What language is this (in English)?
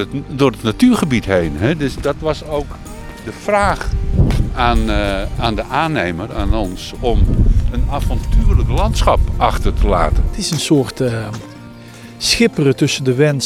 Dutch